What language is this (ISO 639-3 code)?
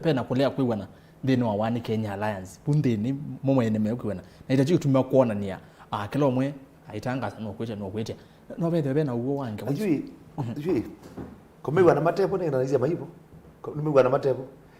kam